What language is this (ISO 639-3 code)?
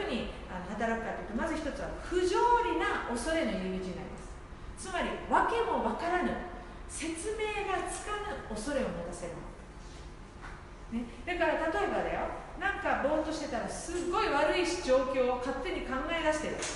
jpn